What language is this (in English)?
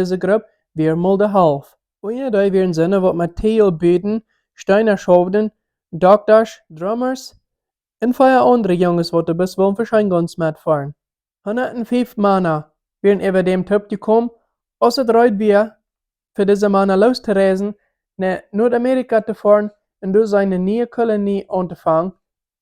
Plautdietsch